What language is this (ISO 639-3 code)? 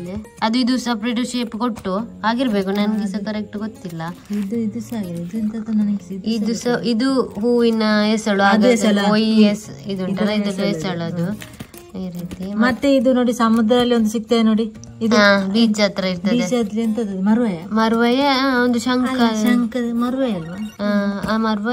kan